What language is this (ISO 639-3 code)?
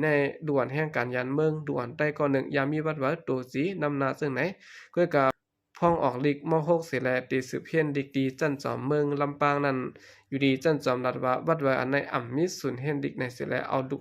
shn